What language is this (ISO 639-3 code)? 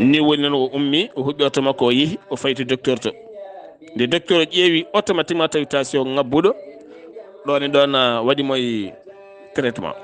ful